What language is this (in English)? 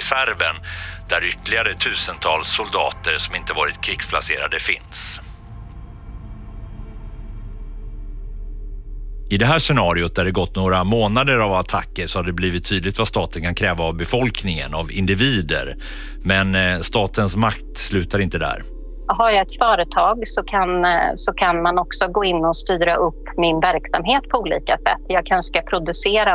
Swedish